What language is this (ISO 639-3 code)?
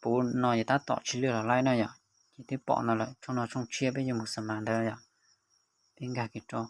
hmn